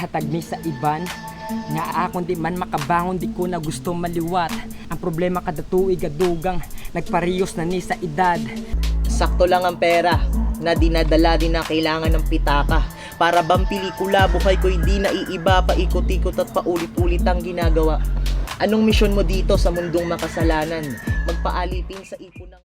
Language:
Hiligaynon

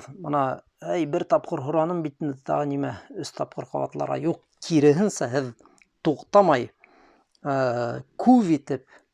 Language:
Bashkir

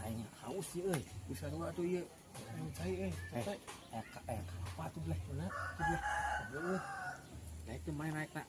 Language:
Sundanese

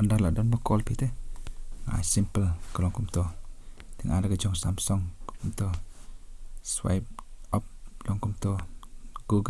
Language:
Khasi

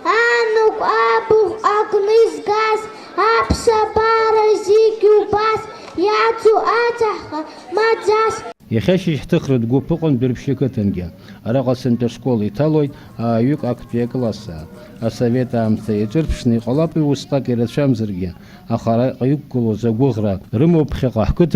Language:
Abkhazian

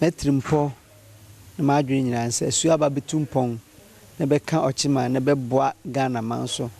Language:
Akan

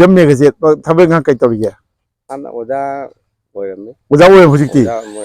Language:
Manipuri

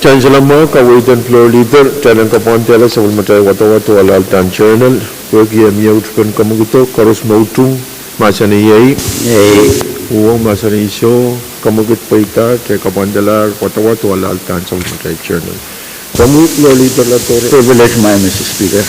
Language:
Pohnpeian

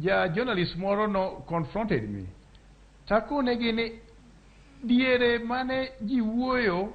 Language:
Luo (Kenya and Tanzania)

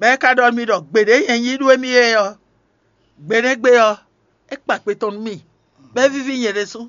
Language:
Fon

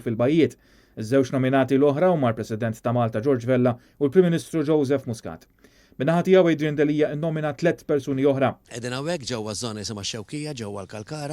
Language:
Maltese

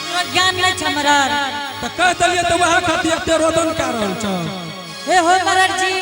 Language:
Angika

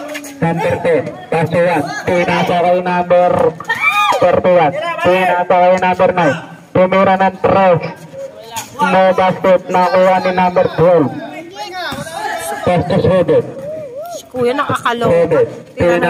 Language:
Filipino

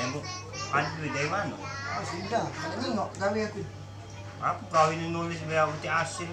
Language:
Musi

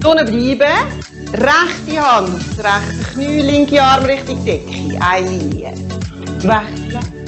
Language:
Swiss German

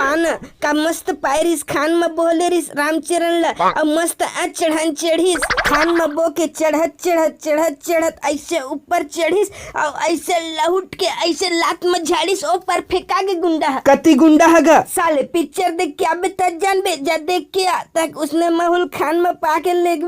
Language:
Chhattisgarhi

